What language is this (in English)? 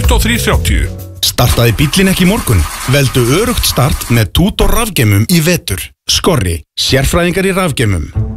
Icelandic